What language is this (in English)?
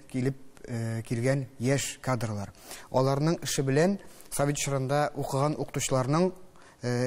Tatar